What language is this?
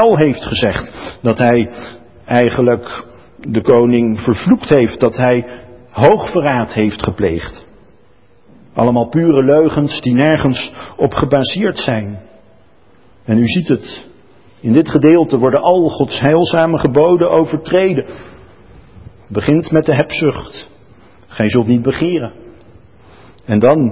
Dutch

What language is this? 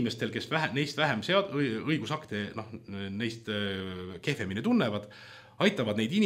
Estonian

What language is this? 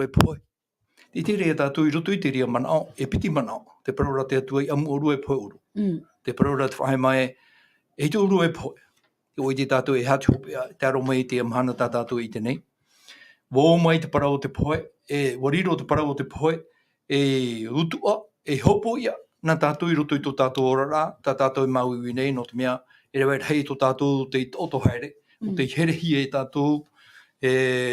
Tahitian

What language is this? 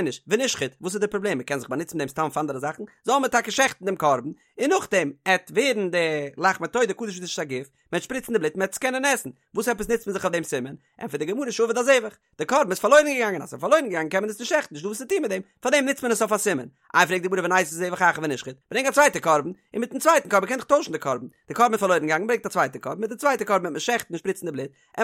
Yiddish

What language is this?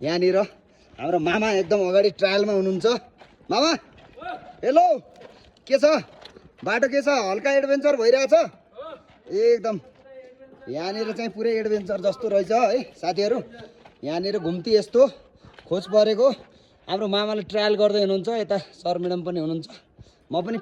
Nepali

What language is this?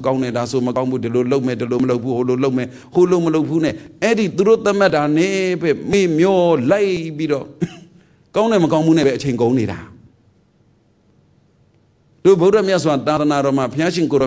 Burmese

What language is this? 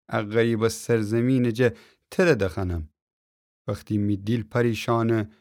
Gilaki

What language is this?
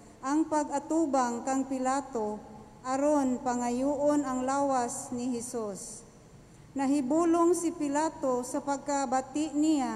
Cebuano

